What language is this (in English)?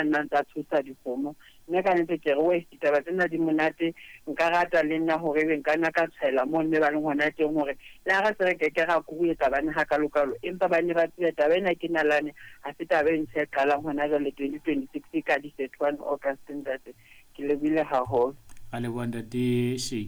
Southern Sotho